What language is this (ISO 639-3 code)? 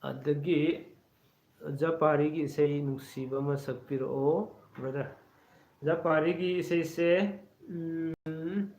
mni